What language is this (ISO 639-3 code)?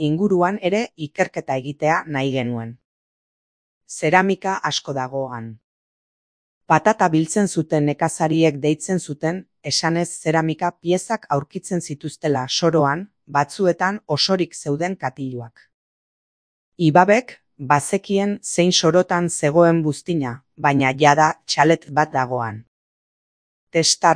eus